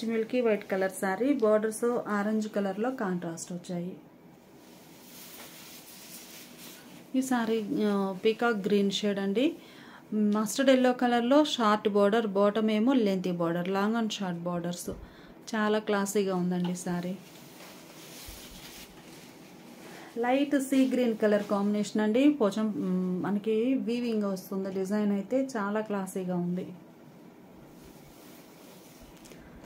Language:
Telugu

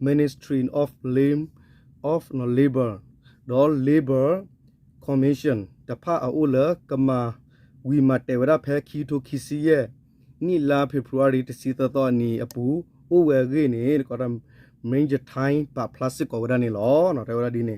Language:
S'gaw Karen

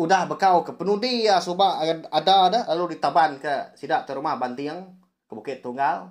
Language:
Iban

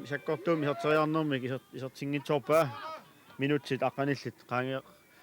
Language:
Kalaallisut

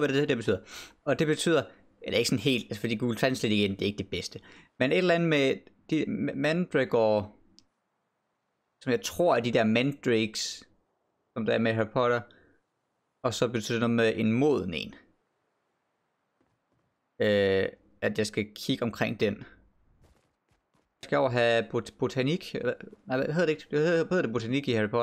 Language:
Danish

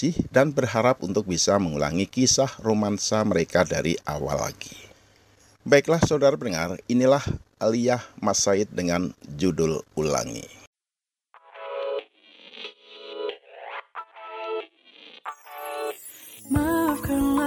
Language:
Indonesian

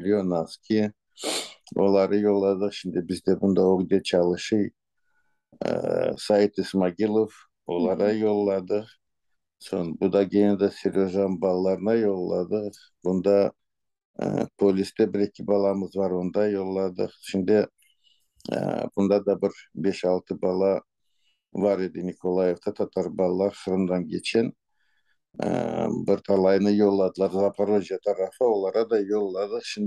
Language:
Crimean Tatar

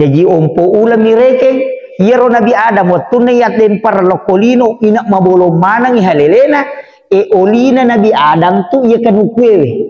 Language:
Buginese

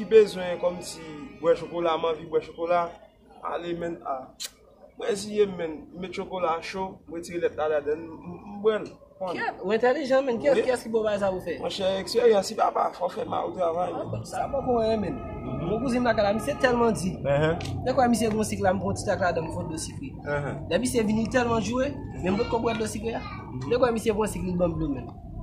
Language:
Haitian Creole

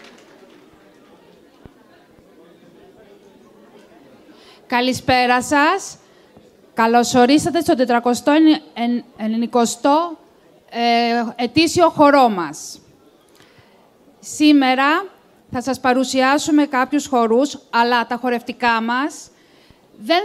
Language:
Greek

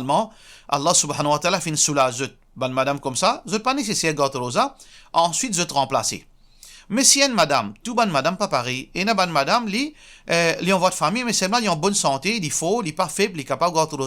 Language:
Morisyen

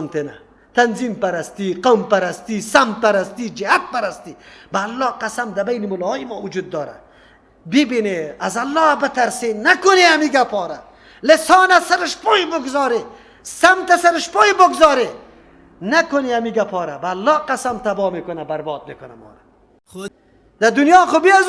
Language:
Persian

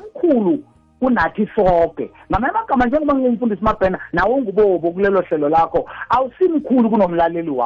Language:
South Ndebele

